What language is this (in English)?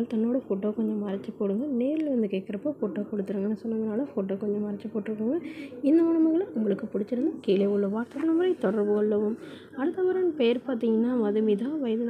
Tamil